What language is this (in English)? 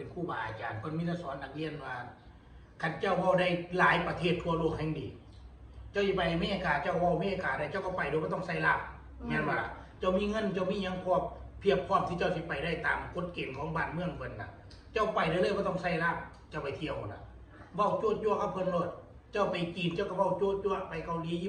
Northeastern Thai